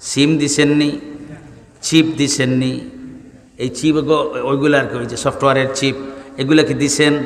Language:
Sylheti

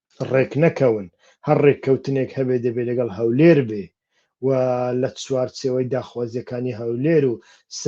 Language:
Central Kurdish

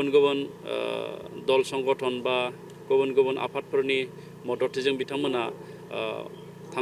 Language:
Bodo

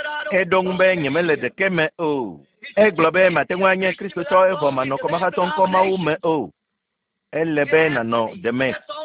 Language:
Ewe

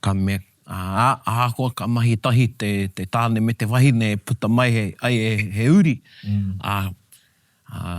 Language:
Māori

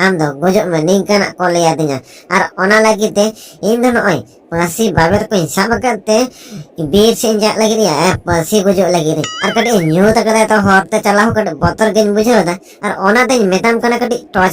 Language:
Santali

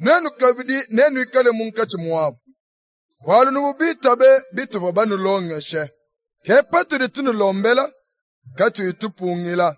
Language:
Luba-Lulua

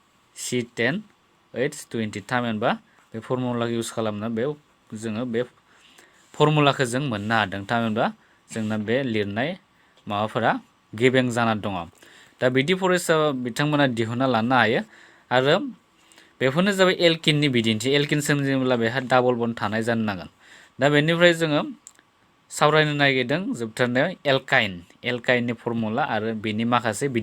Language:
Bodo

